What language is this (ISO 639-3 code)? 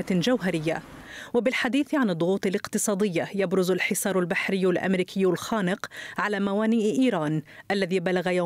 ara